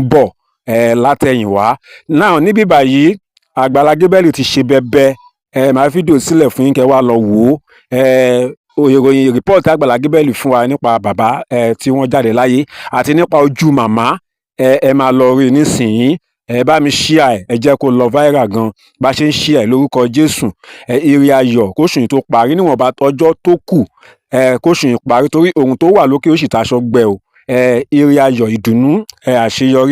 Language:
Yoruba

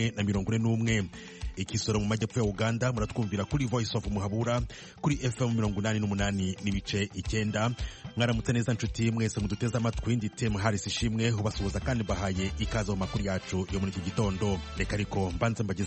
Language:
Kinyarwanda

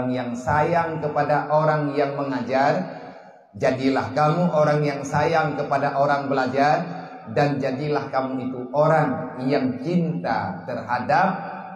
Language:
Achinese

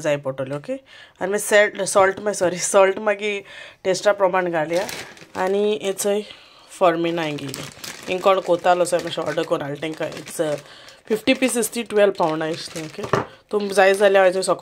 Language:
Konkani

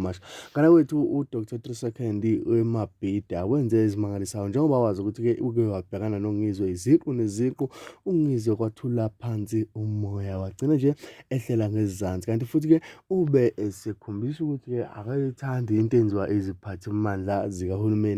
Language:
Zulu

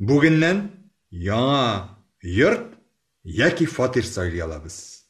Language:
Tatar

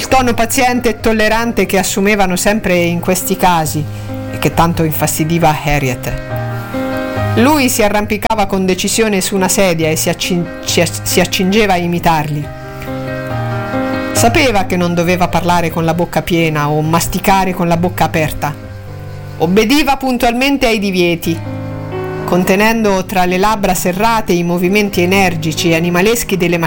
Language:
Italian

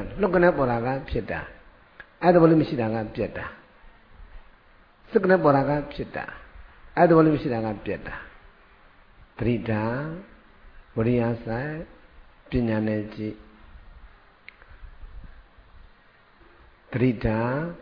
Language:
Burmese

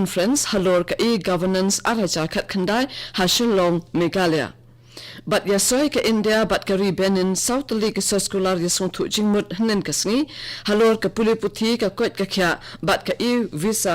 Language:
Khasi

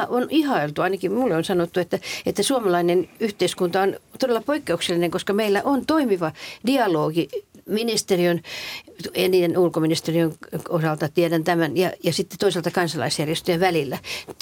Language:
Finnish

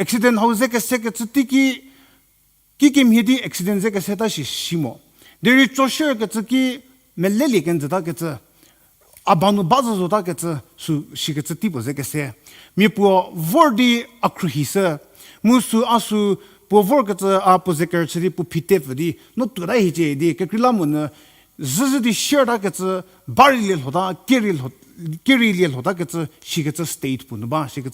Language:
Angami Naga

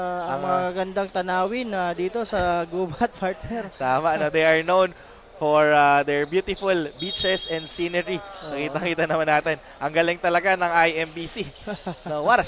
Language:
Filipino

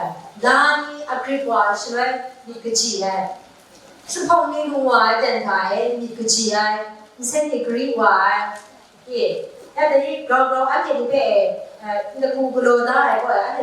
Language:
Kachin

